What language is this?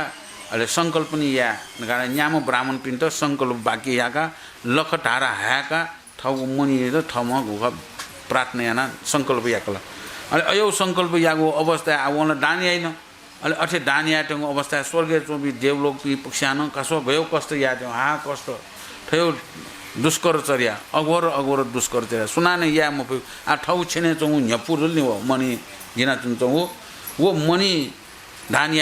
Newari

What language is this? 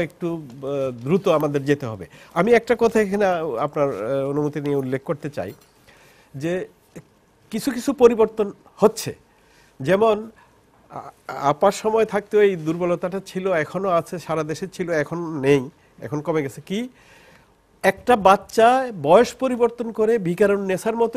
Bangla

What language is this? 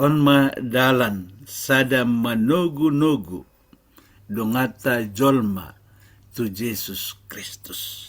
Batak Toba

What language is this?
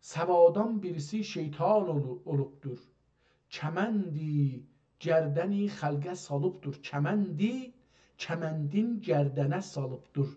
South Azerbaijani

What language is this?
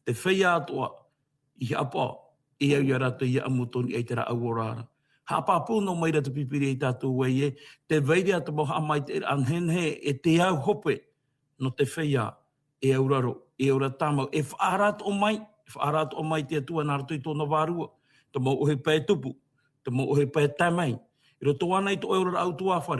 Tahitian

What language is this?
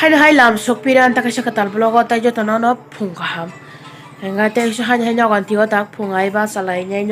Kok Borok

